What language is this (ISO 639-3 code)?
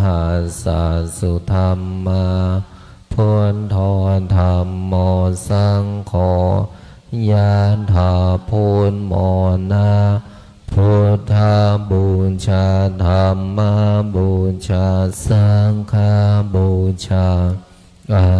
pli